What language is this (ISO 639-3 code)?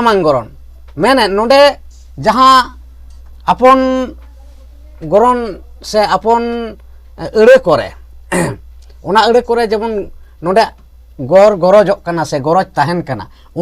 sat